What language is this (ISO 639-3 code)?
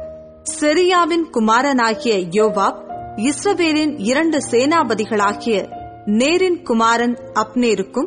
tam